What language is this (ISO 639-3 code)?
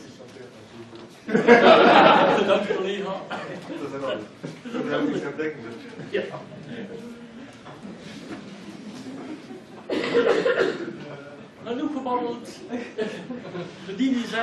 nld